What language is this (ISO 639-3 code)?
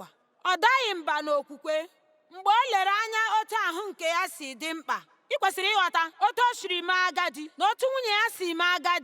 ibo